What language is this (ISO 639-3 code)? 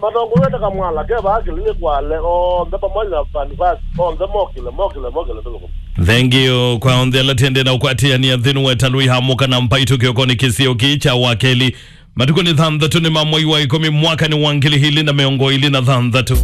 kam